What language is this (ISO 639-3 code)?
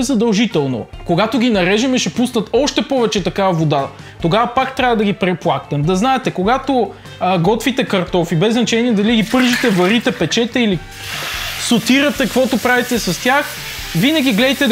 bul